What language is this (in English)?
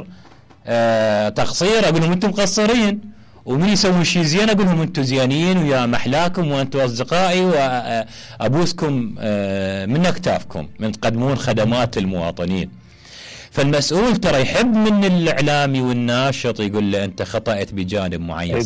Mesopotamian Arabic